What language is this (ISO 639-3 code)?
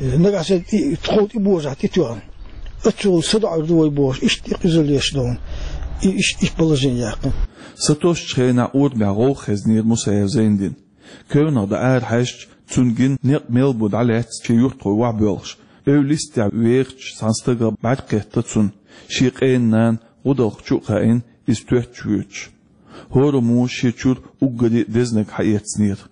che